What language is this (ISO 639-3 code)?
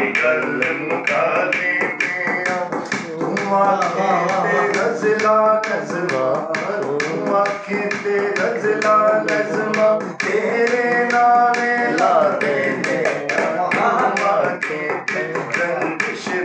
skr